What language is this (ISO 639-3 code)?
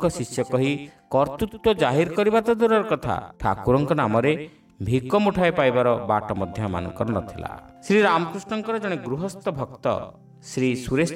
ori